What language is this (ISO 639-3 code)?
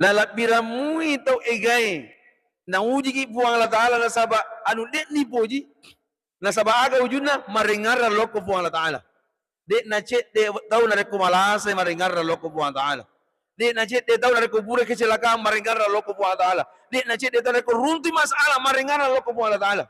bug